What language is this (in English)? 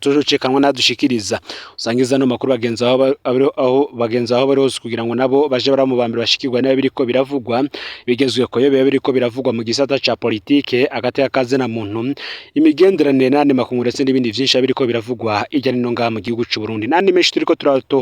Rundi